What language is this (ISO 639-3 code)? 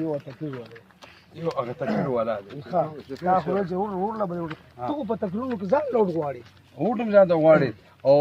pus